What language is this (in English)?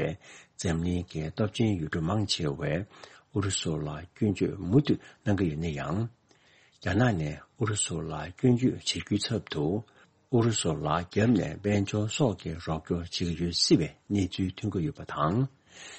Tibetan